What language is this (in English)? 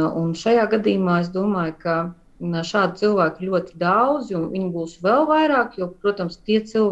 Latvian